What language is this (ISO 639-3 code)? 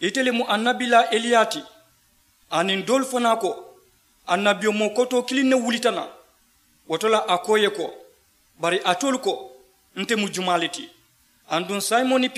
man